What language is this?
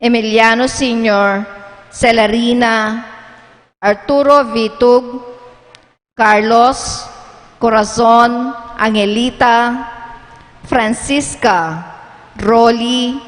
Pampanga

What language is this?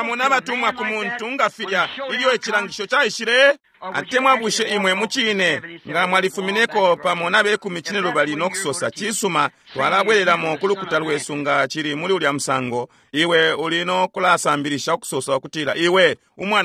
Bemba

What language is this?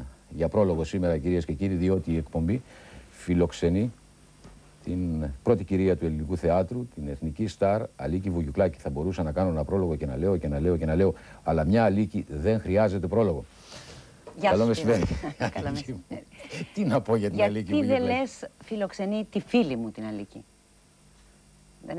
Greek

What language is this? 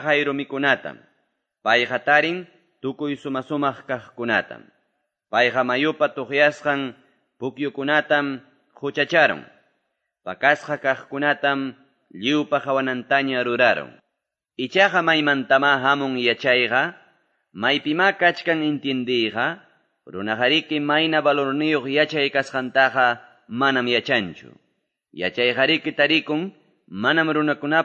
Quechua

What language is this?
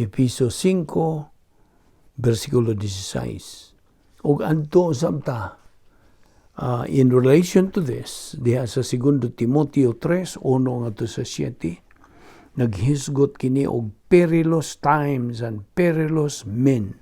Cebuano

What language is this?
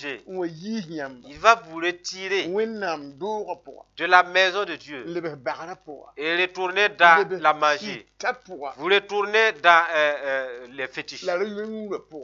Mossi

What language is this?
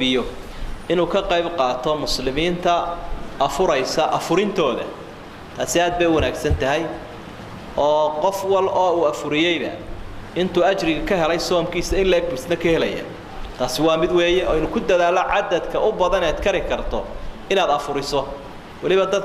Somali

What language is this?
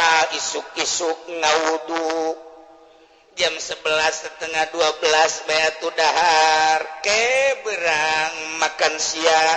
Sundanese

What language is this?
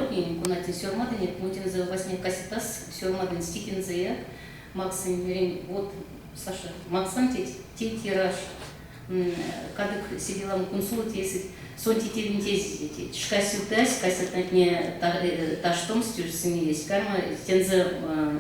Erzya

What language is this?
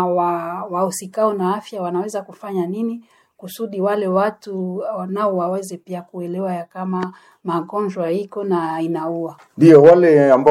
Swahili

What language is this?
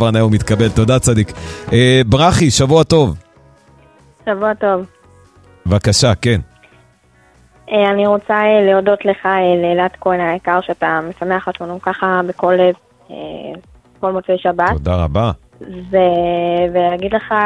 Hebrew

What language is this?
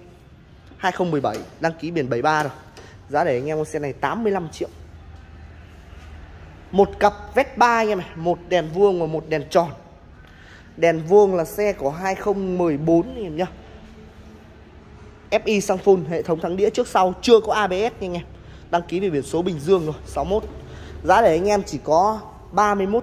Vietnamese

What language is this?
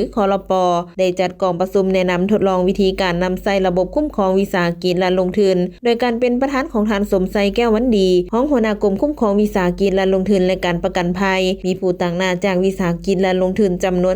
Lao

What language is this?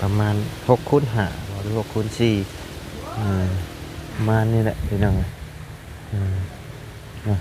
Lao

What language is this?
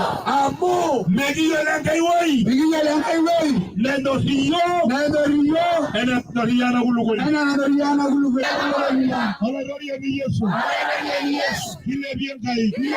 Masai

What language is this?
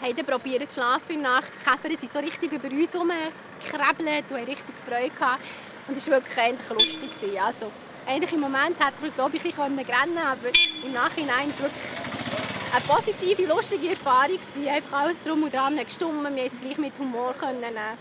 Swiss German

